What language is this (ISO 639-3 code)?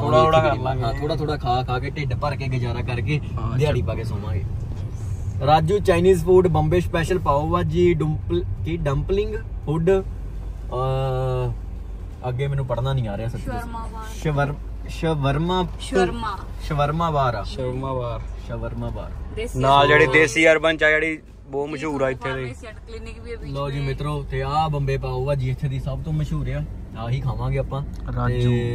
pan